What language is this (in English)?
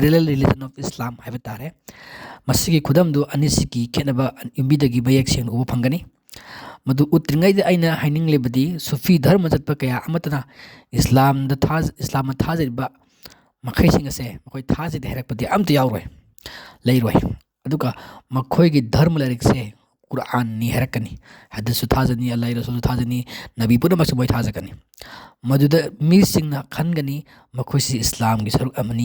Manipuri